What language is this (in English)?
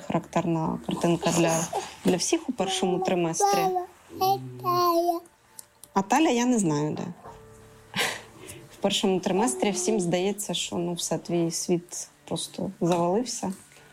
Ukrainian